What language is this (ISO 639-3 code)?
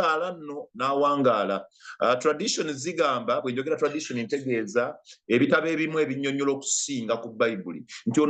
lug